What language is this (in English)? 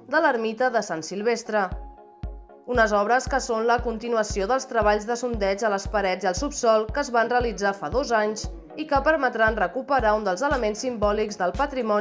Catalan